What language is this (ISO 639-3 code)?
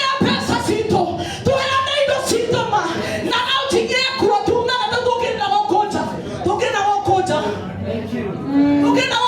kik